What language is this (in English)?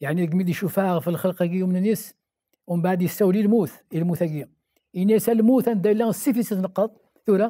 Kabyle